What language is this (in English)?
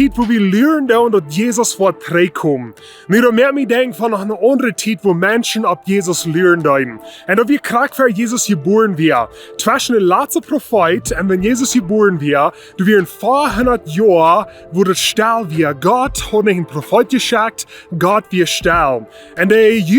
Plautdietsch